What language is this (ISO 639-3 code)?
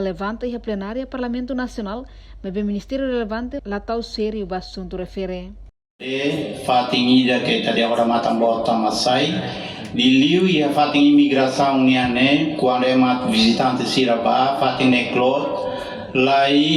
tet